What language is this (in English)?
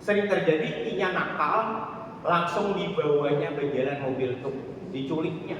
Banjar